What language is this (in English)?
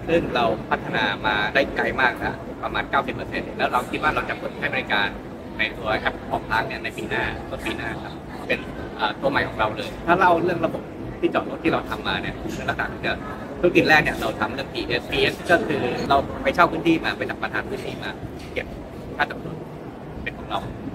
Thai